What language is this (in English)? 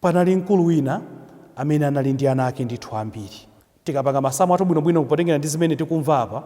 Nyanja